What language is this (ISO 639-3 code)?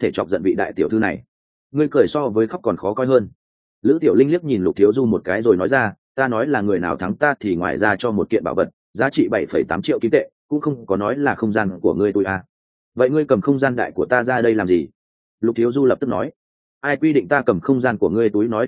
vie